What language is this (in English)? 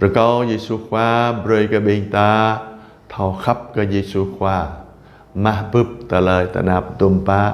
Jarai